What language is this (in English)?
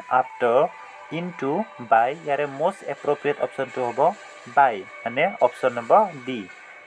Assamese